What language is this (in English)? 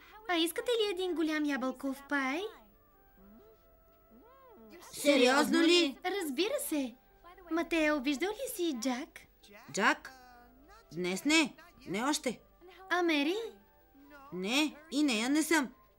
Bulgarian